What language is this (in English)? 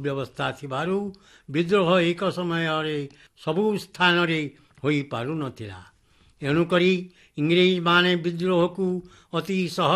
Odia